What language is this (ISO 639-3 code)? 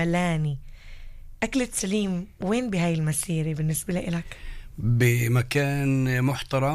apc